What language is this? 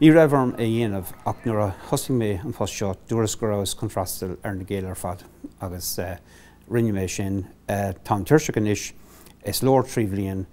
Irish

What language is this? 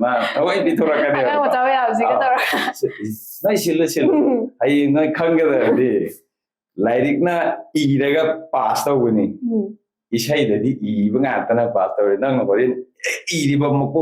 Manipuri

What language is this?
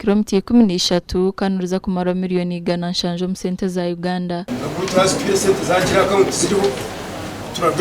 Nyankole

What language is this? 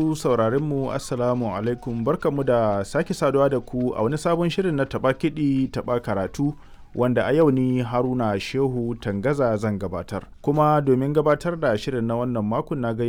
Hausa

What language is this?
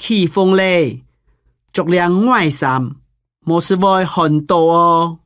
Hakka Chinese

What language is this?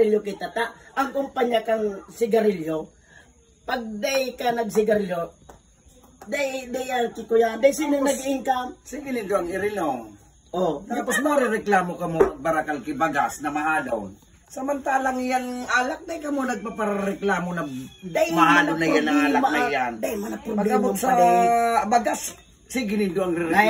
Bikol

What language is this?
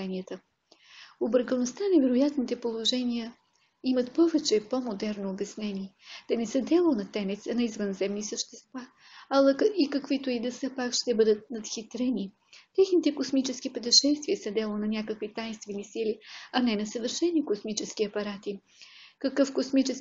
Bulgarian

